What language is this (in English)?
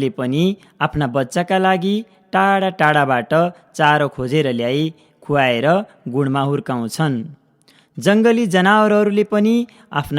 Nepali